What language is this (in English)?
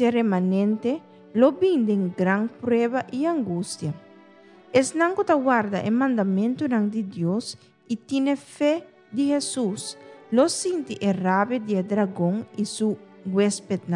Papiamento